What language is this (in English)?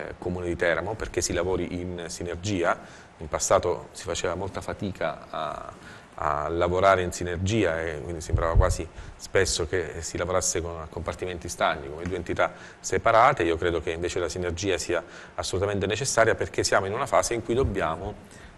Italian